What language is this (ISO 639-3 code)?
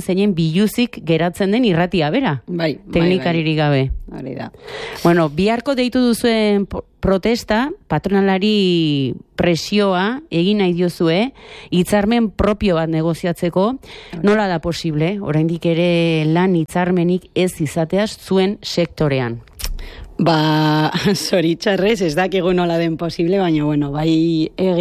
eus